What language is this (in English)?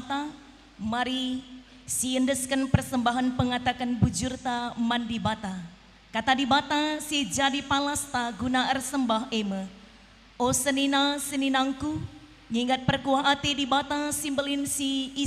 Batak Karo